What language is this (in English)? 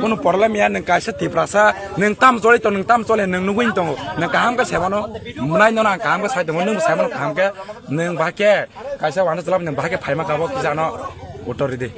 Kok Borok